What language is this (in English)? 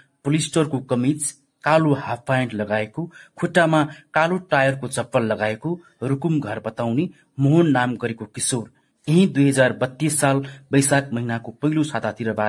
Nepali